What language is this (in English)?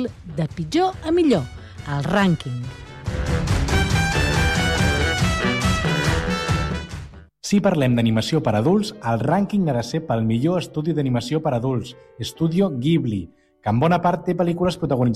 Catalan